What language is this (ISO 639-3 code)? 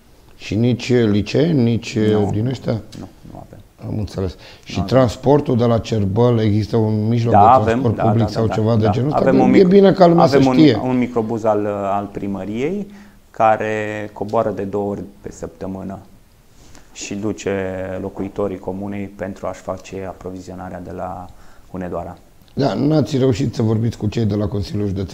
ron